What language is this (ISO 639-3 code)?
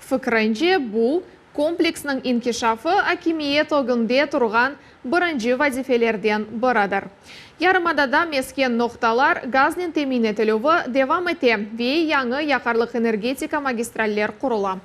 crh